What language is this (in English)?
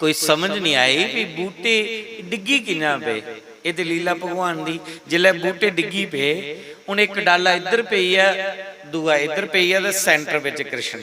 Dogri